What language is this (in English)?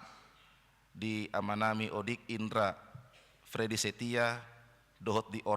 Batak Toba